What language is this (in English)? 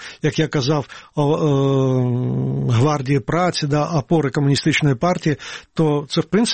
Ukrainian